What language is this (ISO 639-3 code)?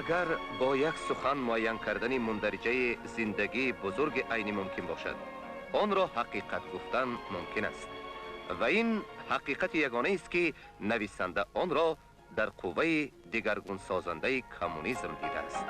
tgk